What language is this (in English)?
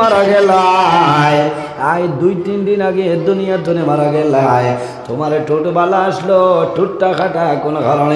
Sylheti